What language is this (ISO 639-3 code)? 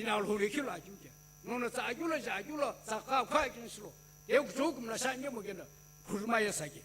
nsm